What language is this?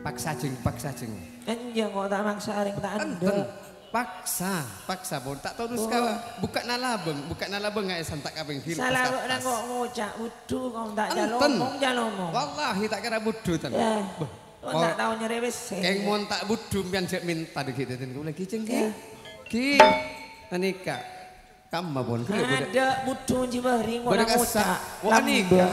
Madurese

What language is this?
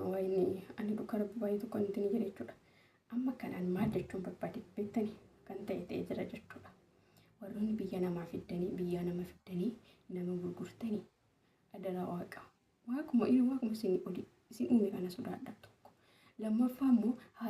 Oromo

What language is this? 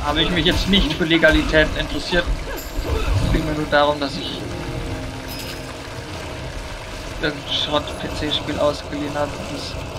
German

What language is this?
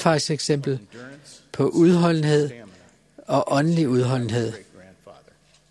Danish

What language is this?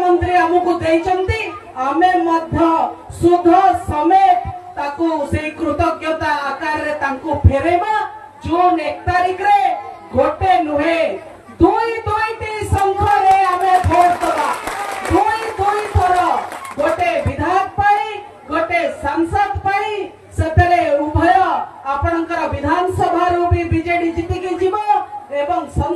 Odia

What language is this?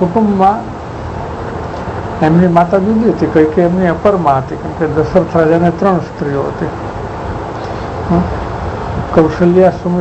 Gujarati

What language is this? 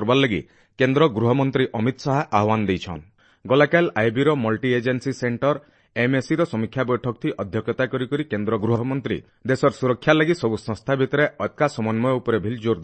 Odia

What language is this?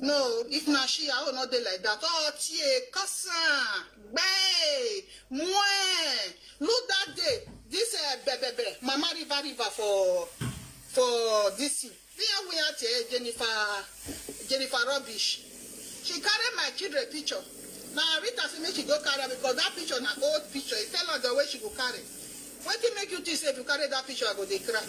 Nigerian Pidgin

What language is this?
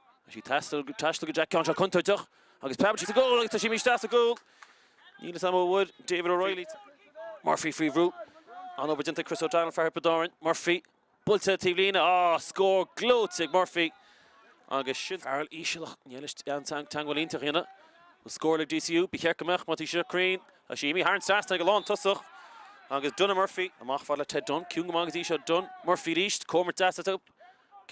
Irish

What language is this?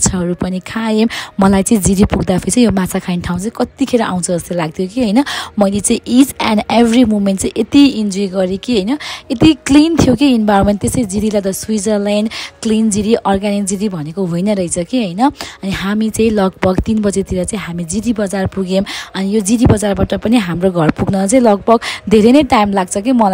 Nepali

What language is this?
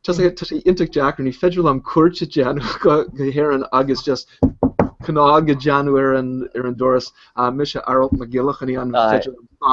Irish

